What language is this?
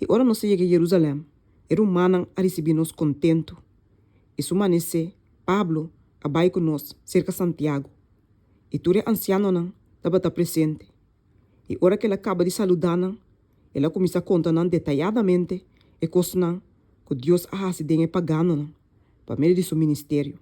Papiamento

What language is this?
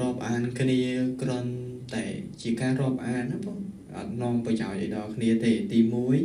Khmer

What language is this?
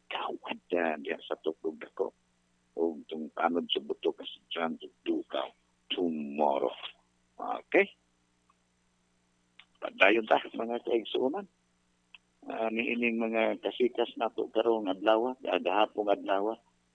Cebuano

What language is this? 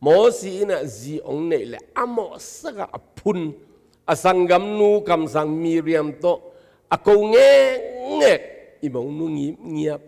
Tedim Chin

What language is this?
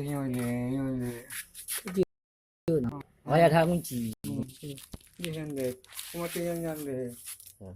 Achinese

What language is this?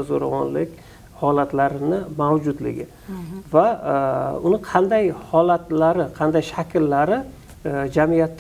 Uzbek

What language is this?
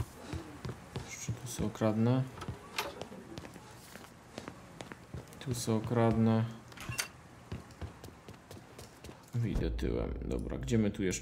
Polish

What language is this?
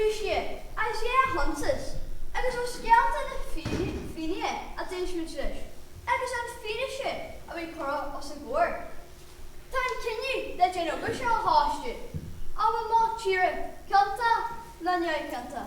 Irish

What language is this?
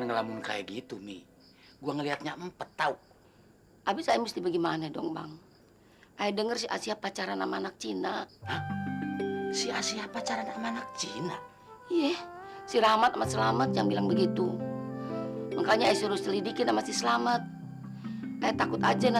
Betawi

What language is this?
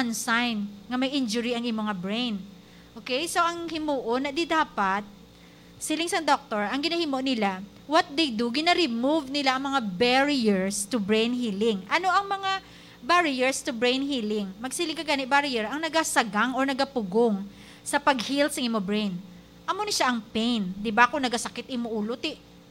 Hiligaynon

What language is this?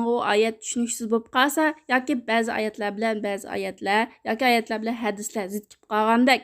Uyghur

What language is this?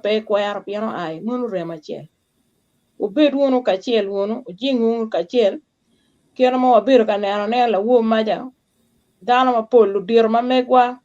Acoli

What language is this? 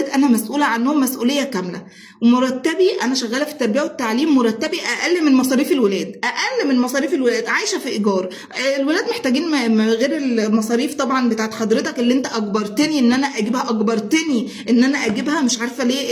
Egyptian Arabic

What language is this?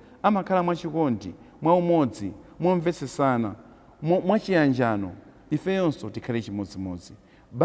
Nyanja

